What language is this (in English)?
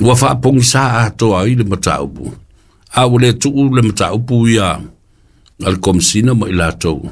Samoan